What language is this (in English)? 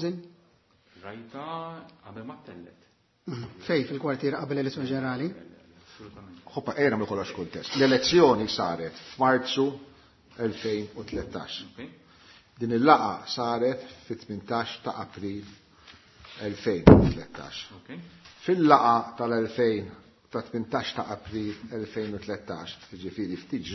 Maltese